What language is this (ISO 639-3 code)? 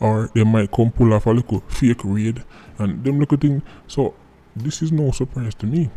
jam